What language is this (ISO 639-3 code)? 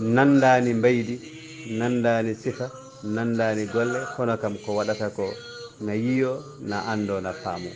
ful